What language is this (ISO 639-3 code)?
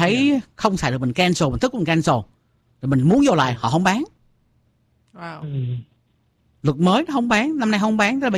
vie